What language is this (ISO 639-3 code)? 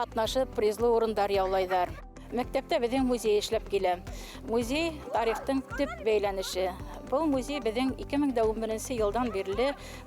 bak